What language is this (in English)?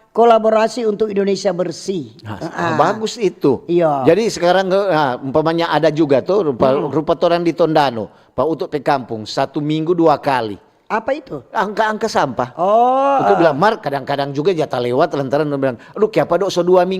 Manado Malay